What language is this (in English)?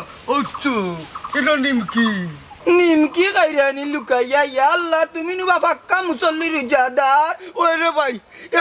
Sylheti